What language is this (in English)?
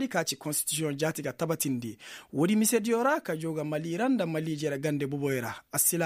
Koyraboro Senni